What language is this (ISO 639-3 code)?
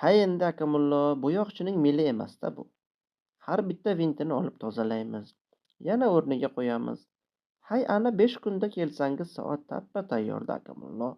uzb